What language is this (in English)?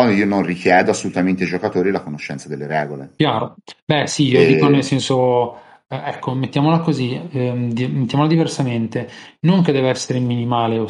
Italian